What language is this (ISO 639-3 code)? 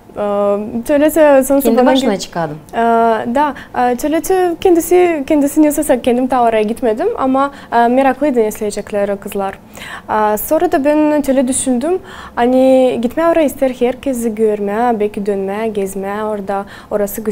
gag